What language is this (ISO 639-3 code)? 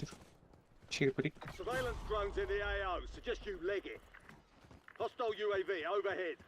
kaa